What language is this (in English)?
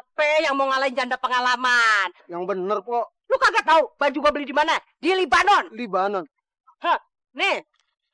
Betawi